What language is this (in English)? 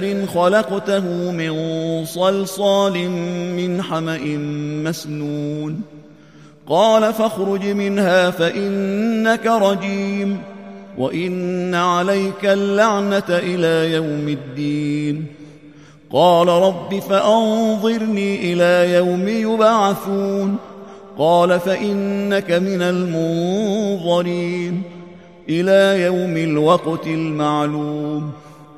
Arabic